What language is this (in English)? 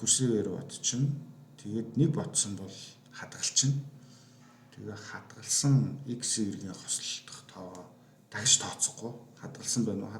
Mongolian